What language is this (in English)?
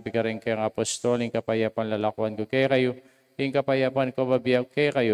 Pampanga